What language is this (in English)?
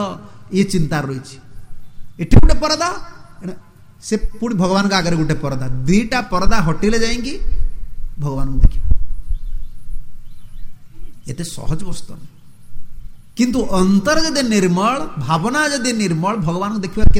Odia